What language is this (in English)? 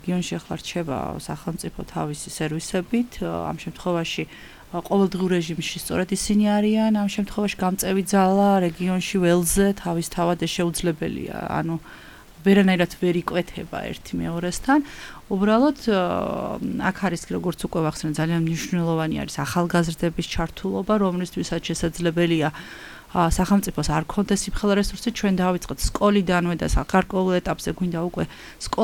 Georgian